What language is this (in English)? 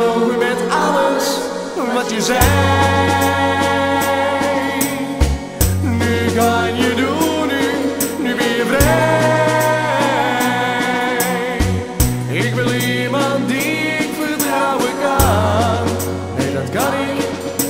Dutch